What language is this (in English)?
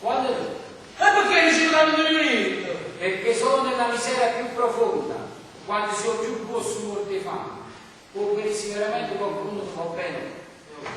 Neapolitan